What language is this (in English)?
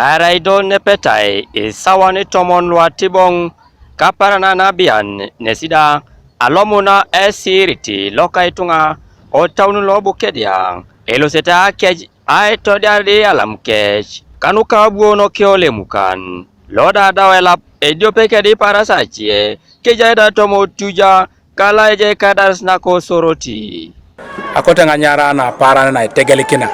Teso